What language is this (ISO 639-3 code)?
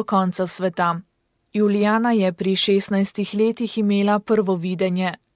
slv